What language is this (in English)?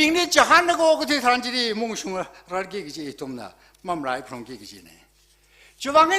Tangkhul Naga (India)